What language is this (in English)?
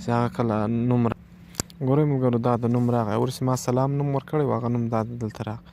Pashto